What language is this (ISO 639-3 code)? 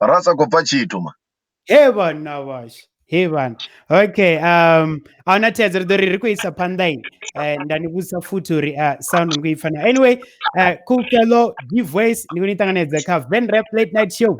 ven